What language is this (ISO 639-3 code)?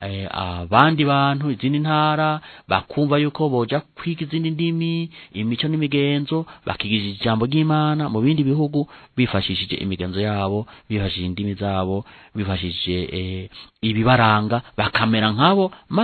run